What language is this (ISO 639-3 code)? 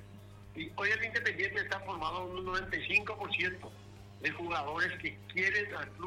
spa